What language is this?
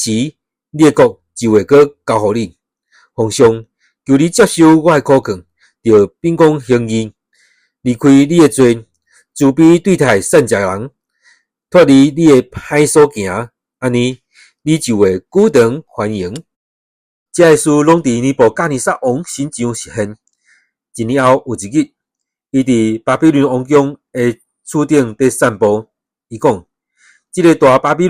Min Nan Chinese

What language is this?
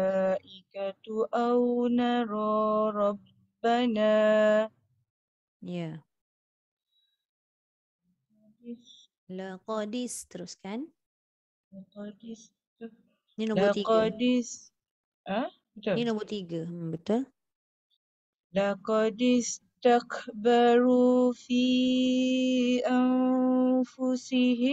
Malay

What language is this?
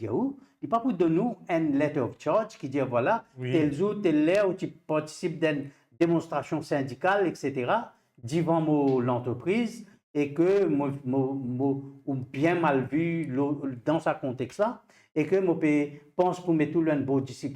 Morisyen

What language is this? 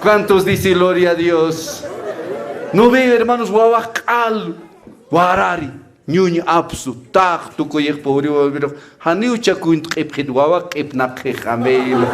Aymara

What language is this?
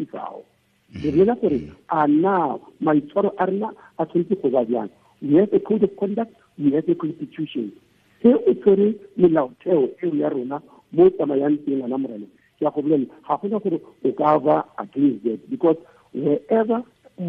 Tswana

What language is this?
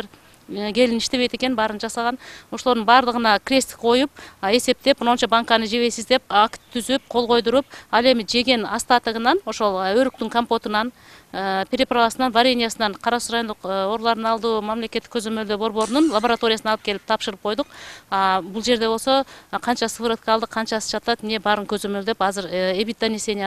Kyrgyz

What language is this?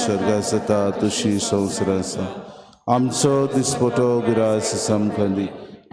Konkani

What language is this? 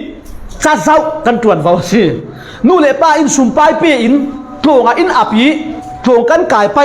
Falam Chin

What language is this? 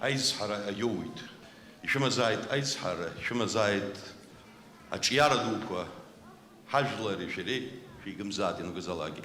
Abkhazian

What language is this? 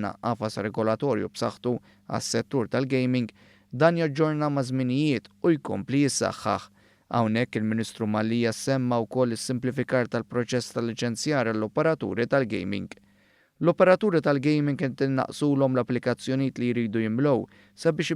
Maltese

